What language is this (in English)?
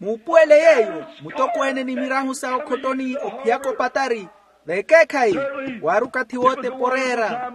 Makhuwa